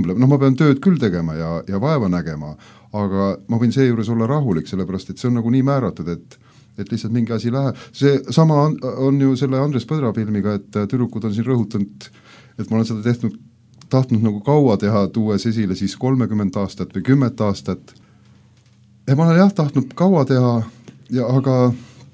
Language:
Estonian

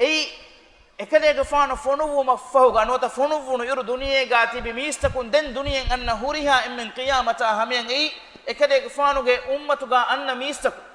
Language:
Divehi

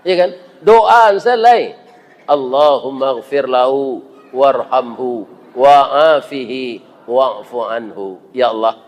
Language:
Minangkabau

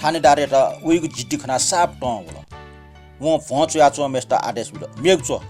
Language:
Newari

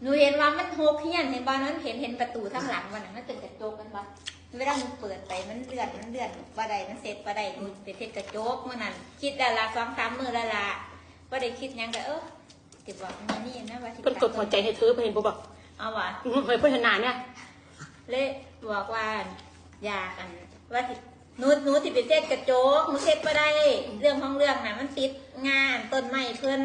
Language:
Northeastern Thai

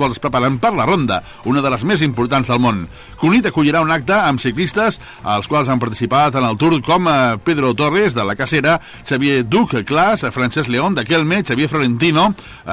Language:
Catalan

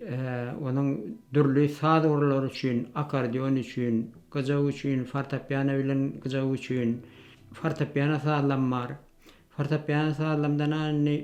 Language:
Turkmen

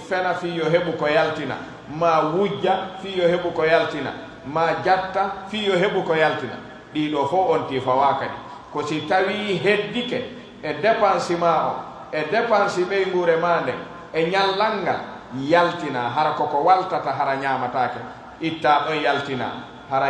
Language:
Pular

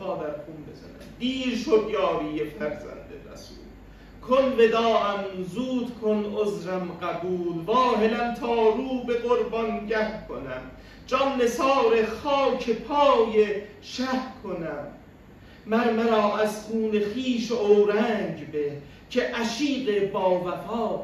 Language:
Persian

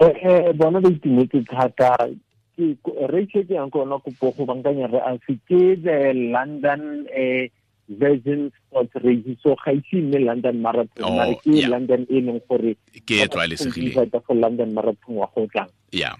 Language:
Tswana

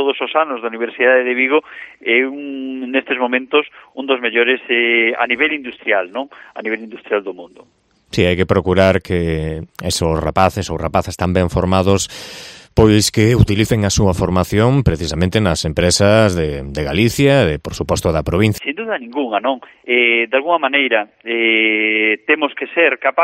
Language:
Galician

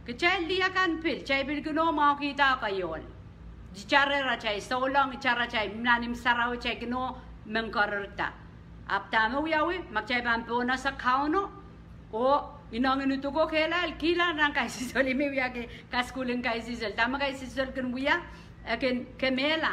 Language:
Pohnpeian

